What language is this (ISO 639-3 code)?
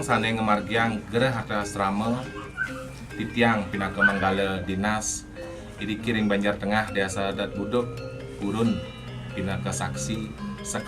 ban